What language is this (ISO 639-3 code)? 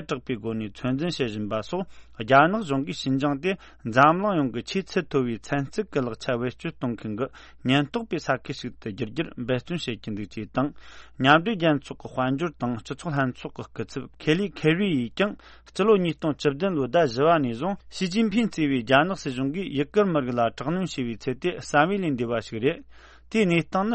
bod